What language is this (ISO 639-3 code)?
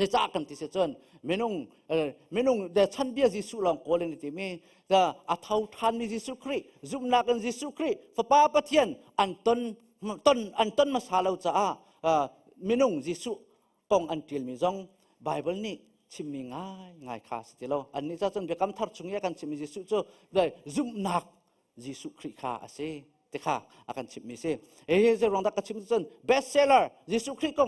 cnh